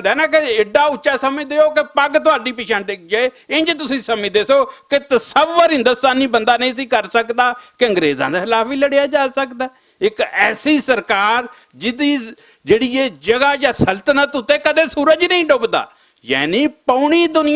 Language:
Western Panjabi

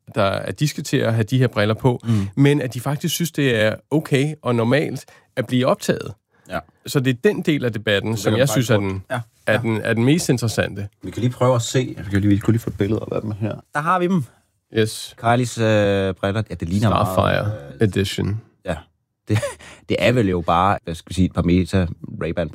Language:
Danish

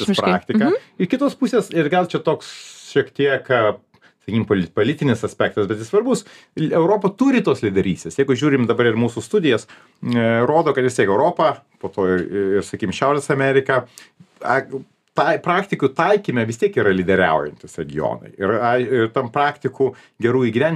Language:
Lithuanian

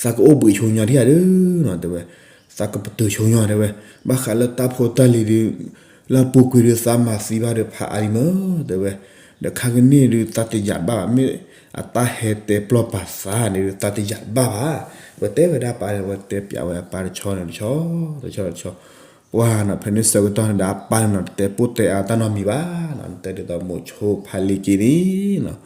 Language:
S'gaw Karen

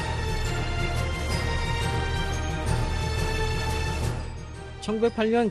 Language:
Korean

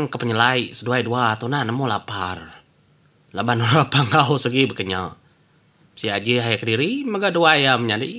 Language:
Iban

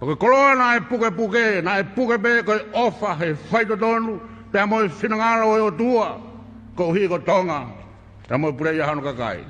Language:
Tongan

